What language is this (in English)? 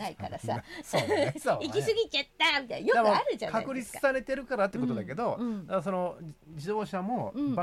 Japanese